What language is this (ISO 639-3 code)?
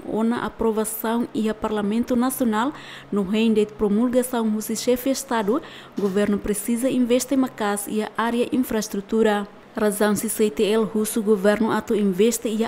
tet